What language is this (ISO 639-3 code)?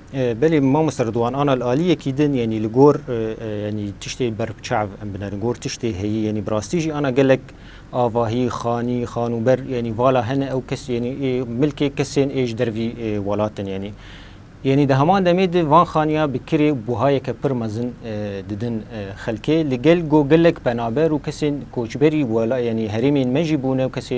kur